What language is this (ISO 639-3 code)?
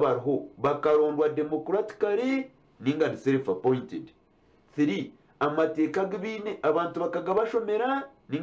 nyn